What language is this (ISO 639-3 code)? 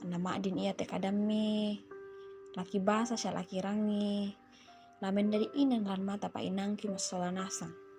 sda